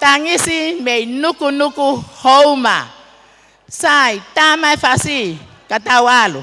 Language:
Tongan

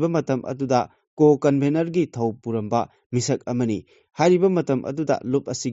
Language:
Manipuri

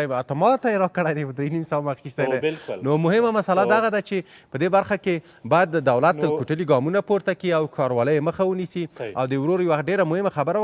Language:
Pashto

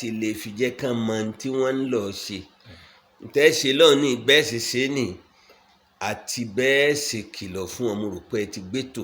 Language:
Yoruba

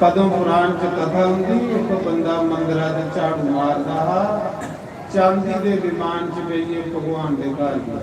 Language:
Dogri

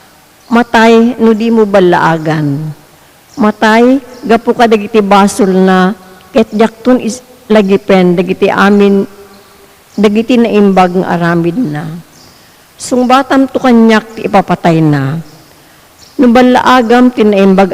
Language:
Iloko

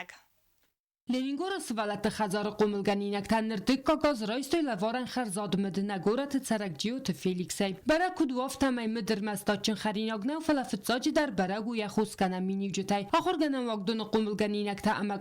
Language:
Ossetic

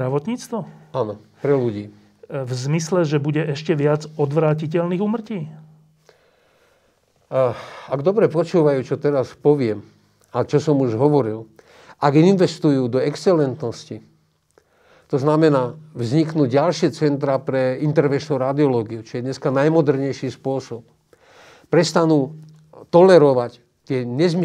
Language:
Slovak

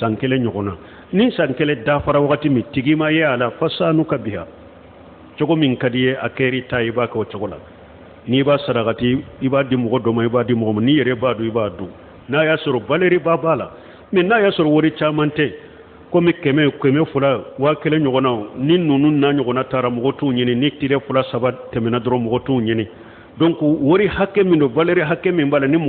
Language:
Bambara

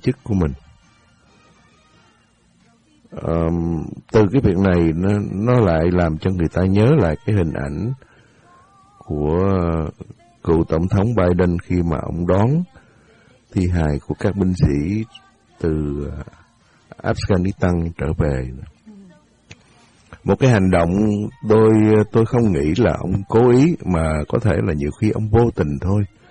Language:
Vietnamese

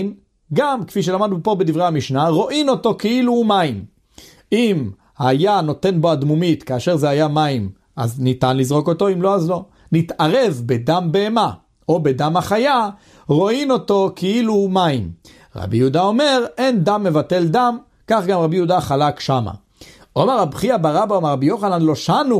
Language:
Hebrew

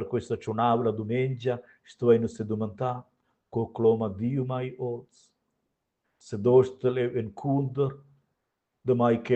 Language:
Romansh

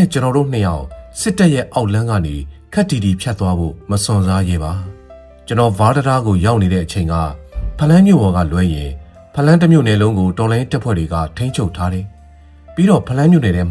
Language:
Burmese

